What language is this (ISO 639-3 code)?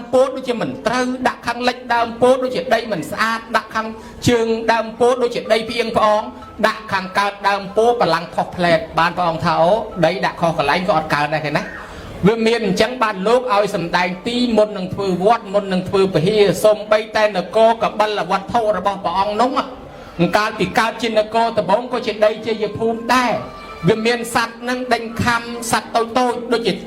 khm